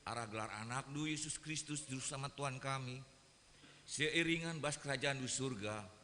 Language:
Batak Karo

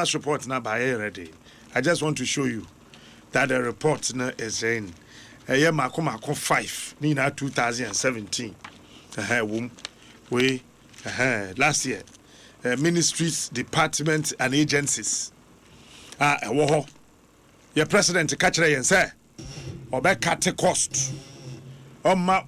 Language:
Akan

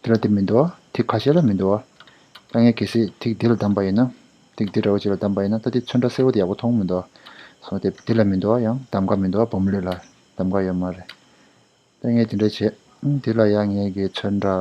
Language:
Tibetan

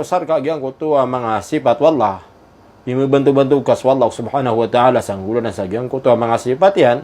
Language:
Maranao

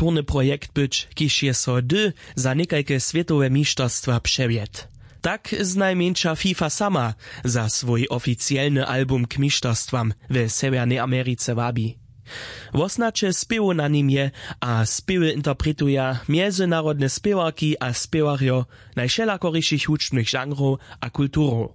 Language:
Upper Sorbian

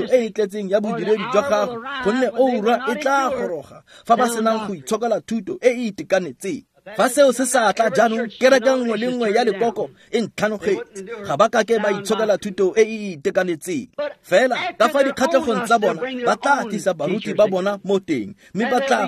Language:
Tswana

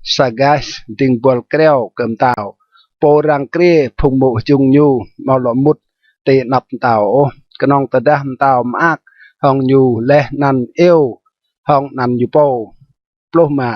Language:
Rade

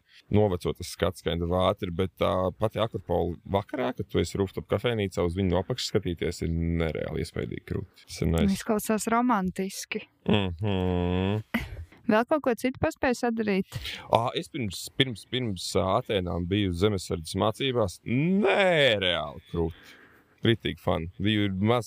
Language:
Latvian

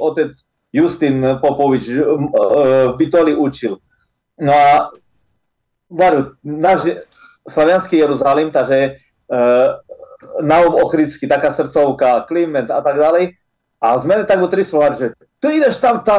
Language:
Slovak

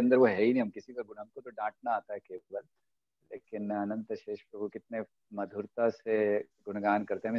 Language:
Hindi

